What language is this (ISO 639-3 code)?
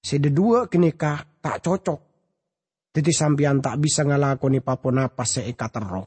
mad